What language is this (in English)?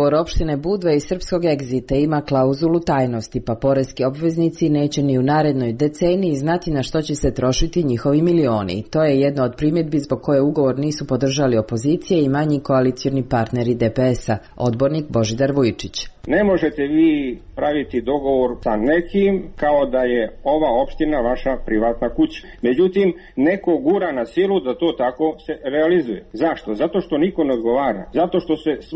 Serbian